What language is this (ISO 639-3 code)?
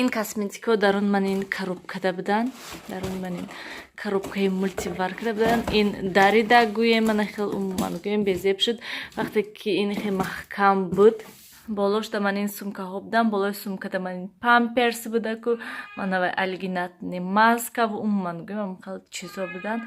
tgk